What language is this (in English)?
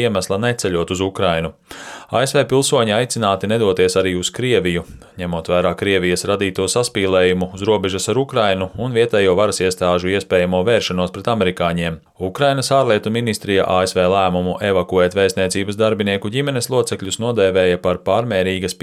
Latvian